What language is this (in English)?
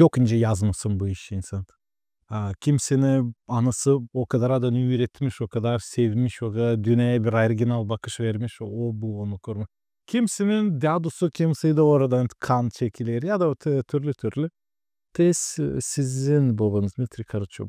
Gagauz